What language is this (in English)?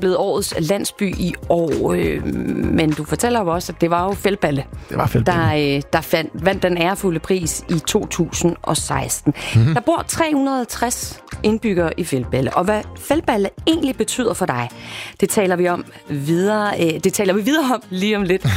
Danish